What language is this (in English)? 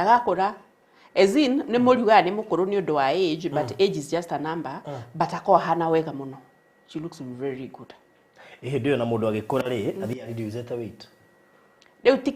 Kikuyu